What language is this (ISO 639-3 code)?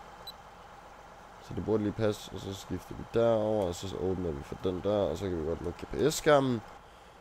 dan